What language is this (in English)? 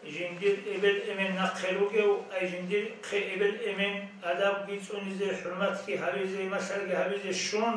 Avaric